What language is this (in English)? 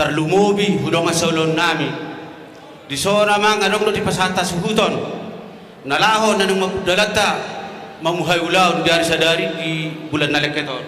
Batak Toba